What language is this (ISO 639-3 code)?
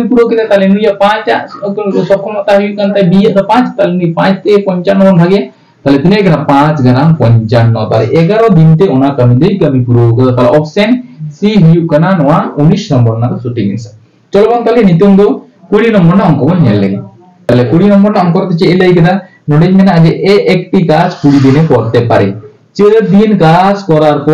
sat